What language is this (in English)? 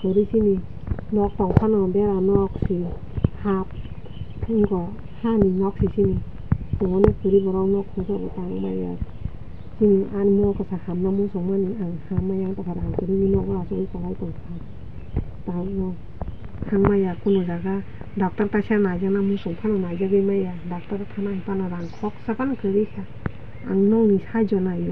Kok Borok